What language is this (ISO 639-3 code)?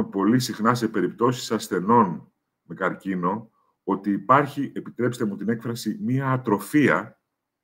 ell